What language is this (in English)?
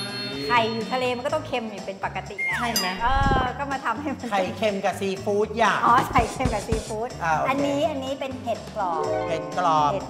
Thai